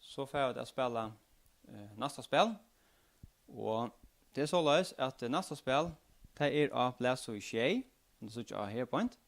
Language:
Faroese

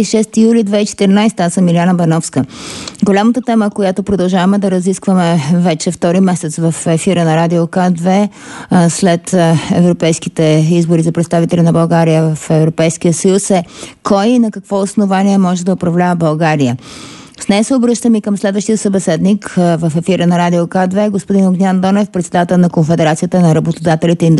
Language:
Bulgarian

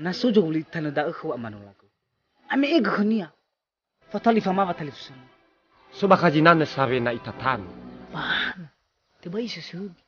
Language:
Nias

